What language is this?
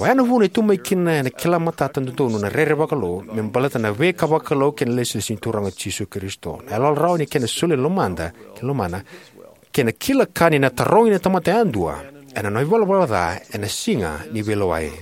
Fijian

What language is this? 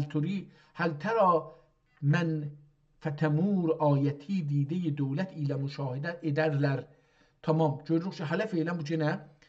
South Azerbaijani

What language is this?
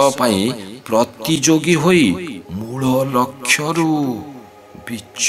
Odia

